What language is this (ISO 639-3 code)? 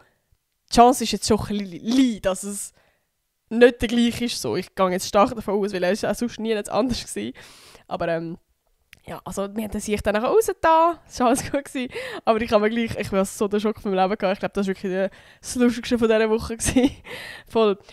gsw